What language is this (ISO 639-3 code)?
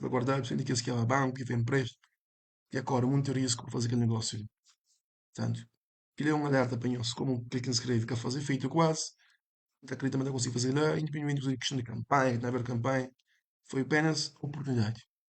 kea